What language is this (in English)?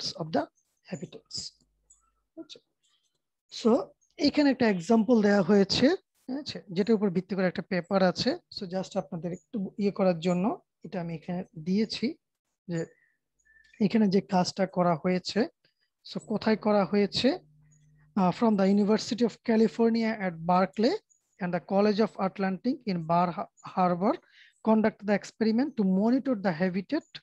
Bangla